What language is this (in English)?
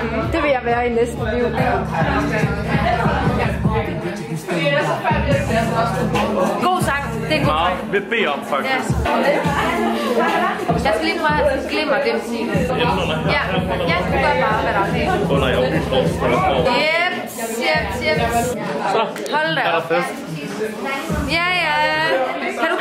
Danish